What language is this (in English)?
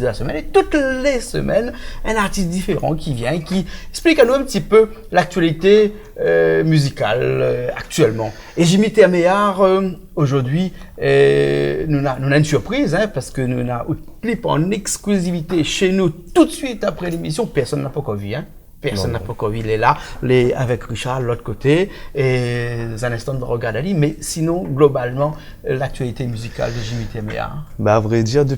Réunion Creole French